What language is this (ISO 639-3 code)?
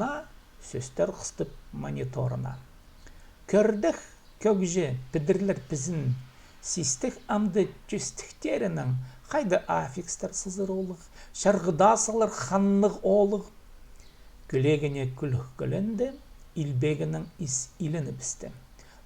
kjh